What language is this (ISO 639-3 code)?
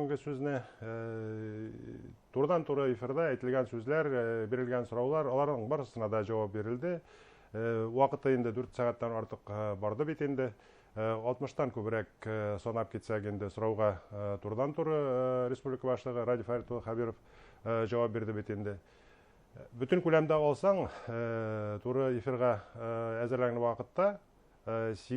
bak